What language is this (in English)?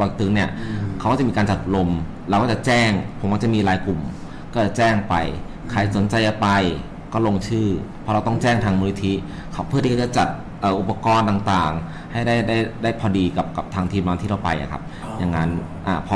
Thai